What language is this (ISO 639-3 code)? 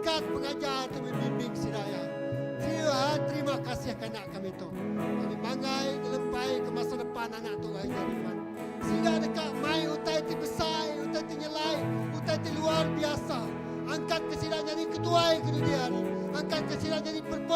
iba